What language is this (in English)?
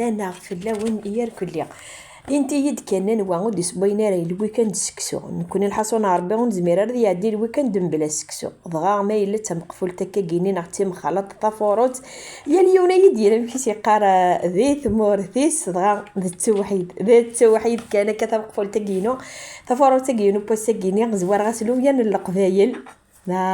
Kabyle